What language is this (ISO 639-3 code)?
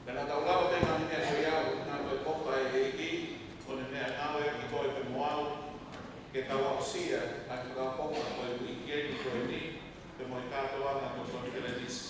ton